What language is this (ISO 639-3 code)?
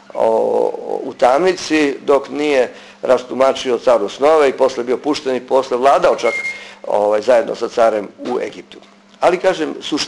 srp